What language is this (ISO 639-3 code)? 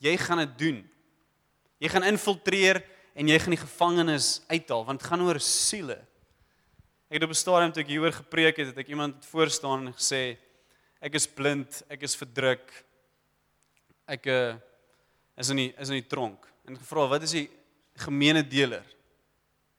afr